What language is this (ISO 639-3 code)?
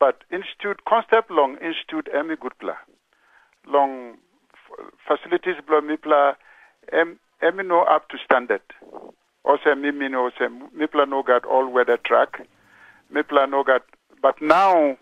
tpi